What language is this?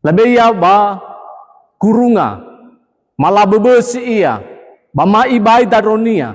Nias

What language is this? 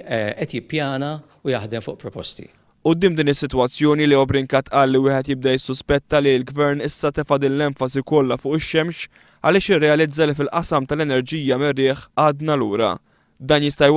Maltese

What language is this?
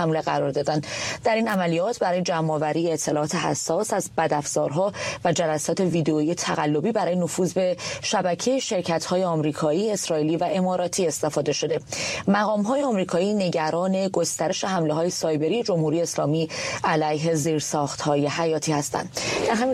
Persian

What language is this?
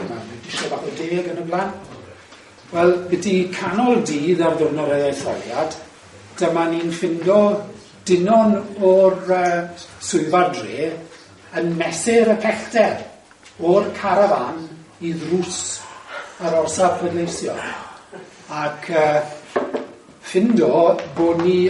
Welsh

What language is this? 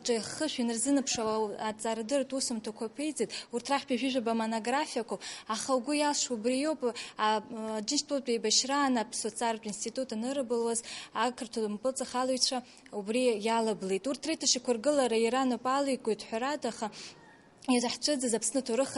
Abkhazian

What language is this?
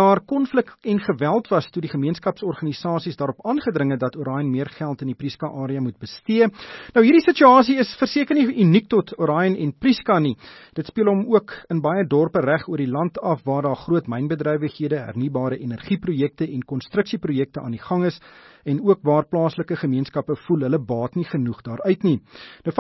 Afrikaans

